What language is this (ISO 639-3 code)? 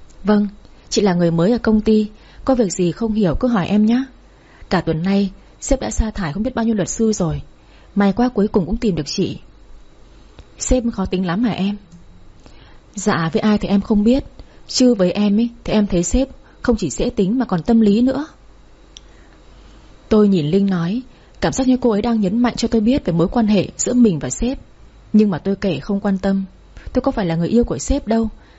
vie